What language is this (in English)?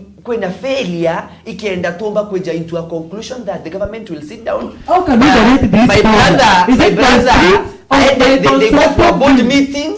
Meru